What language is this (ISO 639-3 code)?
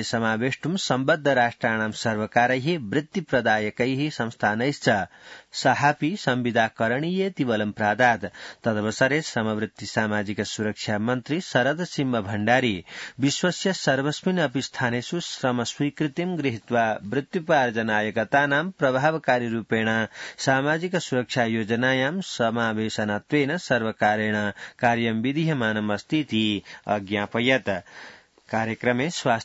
san